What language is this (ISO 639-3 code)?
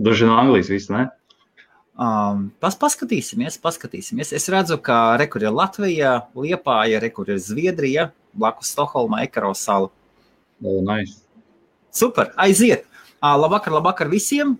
lav